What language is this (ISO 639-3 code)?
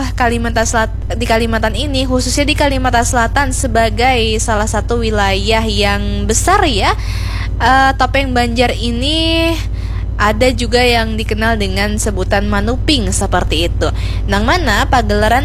bjn